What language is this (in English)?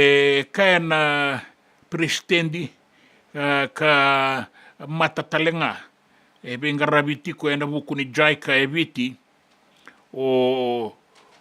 Fijian